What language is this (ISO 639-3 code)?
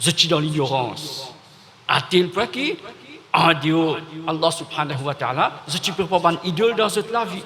mfe